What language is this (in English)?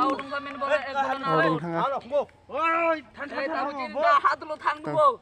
Kok Borok